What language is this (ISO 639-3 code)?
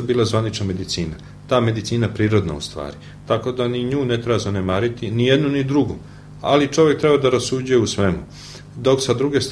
srp